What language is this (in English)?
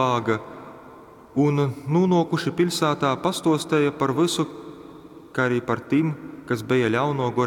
Latgalian